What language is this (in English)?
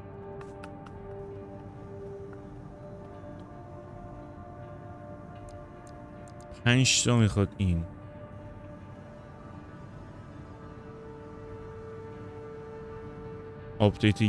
Persian